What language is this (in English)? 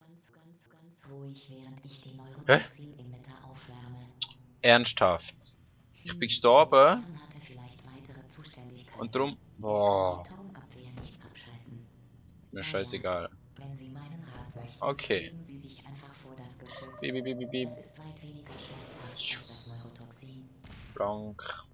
Swiss German